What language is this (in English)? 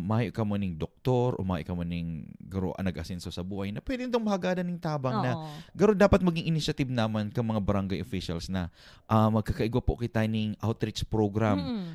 Bikol